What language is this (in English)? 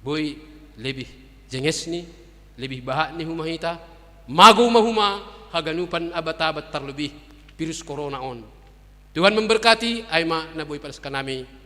Batak Simalungun